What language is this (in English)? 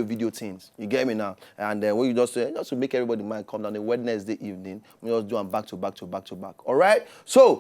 Nigerian Pidgin